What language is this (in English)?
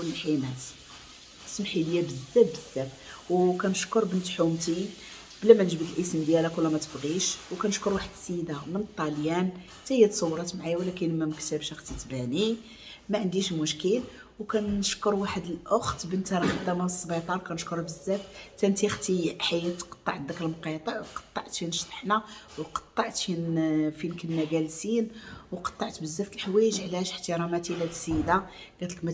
Moroccan Arabic